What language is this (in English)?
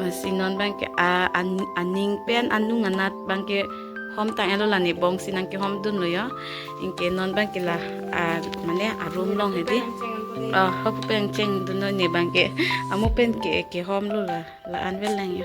Karbi